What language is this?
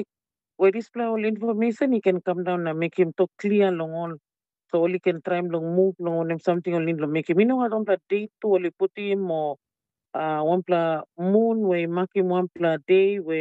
Tok Pisin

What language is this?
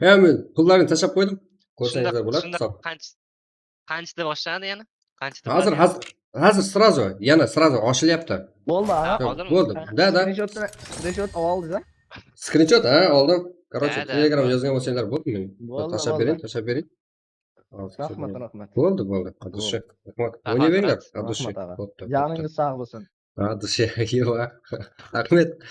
Kara-Kalpak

